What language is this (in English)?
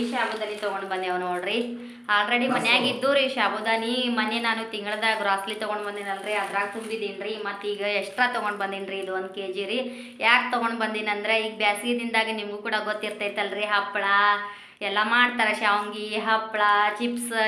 Kannada